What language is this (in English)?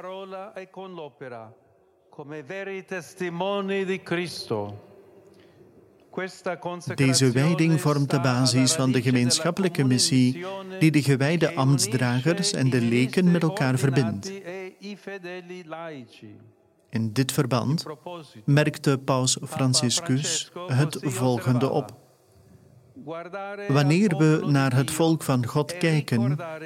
Dutch